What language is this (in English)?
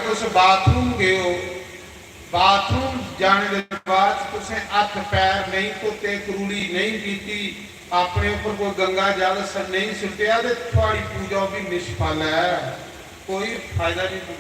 Dogri